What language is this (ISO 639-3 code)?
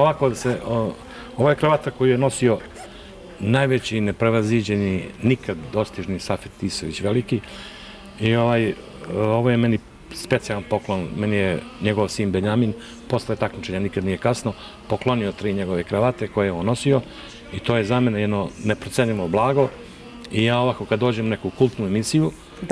srp